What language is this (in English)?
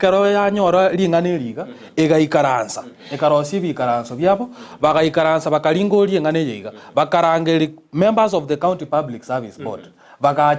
Gusii